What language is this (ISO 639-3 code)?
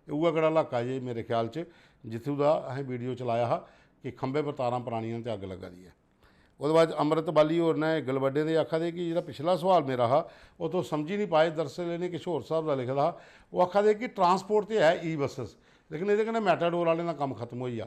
doi